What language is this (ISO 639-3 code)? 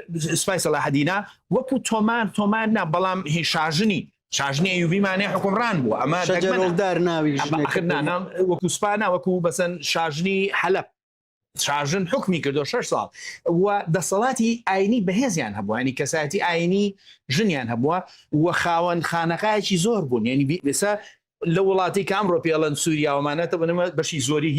ckb